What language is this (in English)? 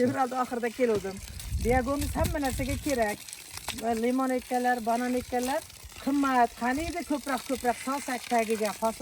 Uzbek